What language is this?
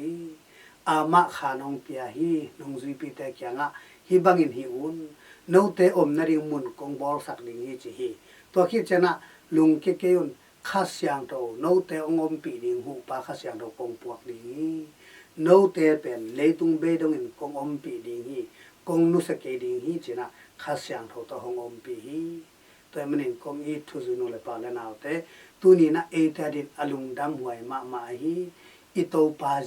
Tedim Chin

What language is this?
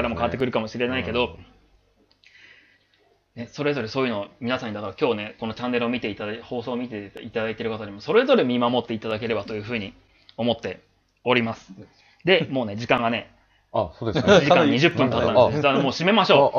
Japanese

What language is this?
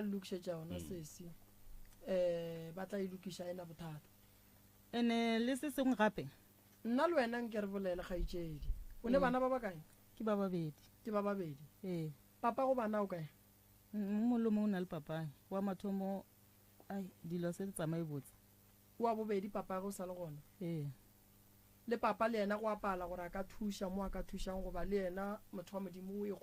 Northern Sotho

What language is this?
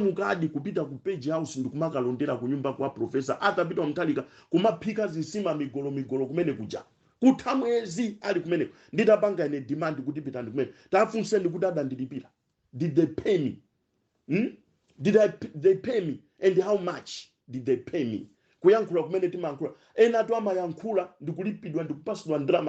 Nyanja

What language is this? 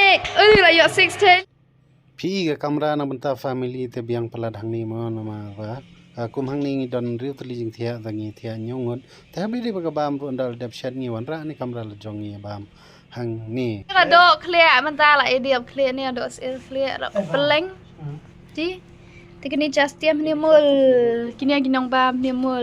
Khasi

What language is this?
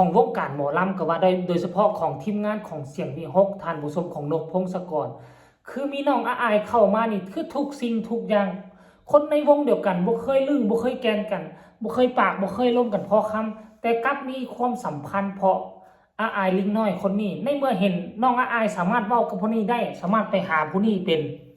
Northeastern Thai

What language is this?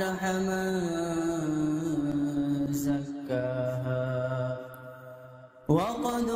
Arabic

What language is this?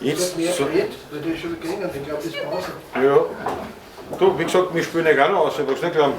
Bavarian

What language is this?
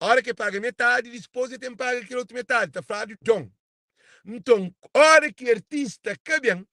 Kabuverdianu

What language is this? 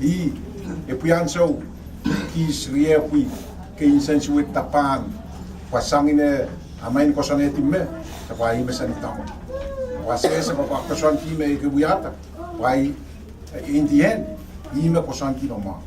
Pohnpeian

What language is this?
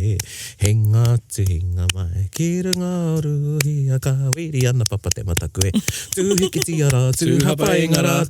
Māori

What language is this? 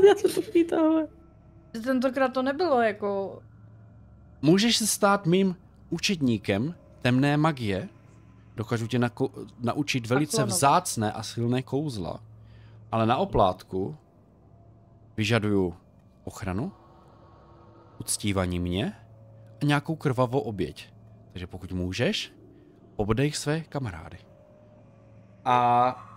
Czech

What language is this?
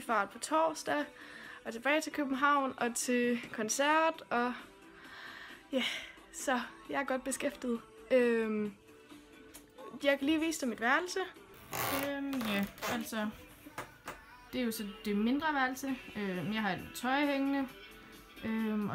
Danish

